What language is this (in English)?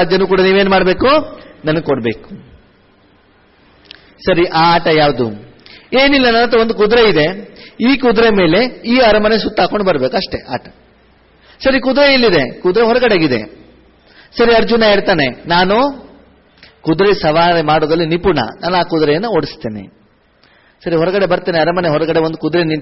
Kannada